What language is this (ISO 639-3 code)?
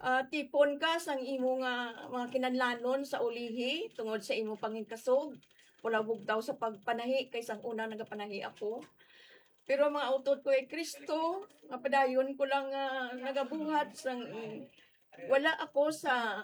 hil